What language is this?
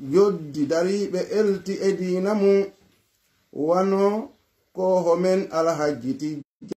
Pular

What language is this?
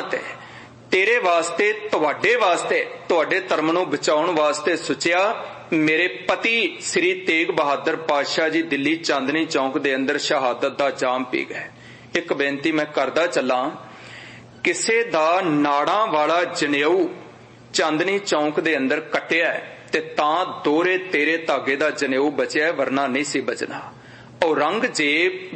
Punjabi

